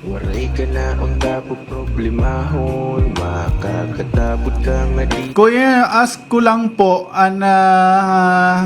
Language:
Waray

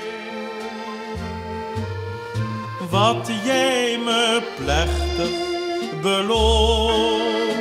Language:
Dutch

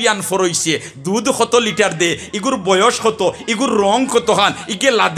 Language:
Sylheti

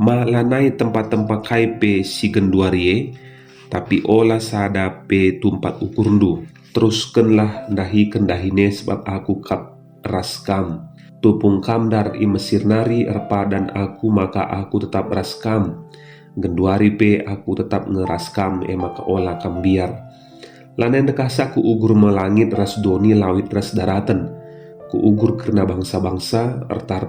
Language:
Batak Karo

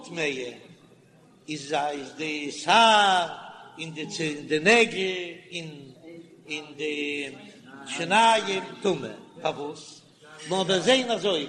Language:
Yiddish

